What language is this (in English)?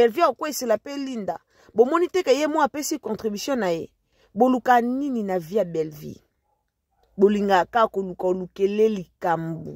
Lingala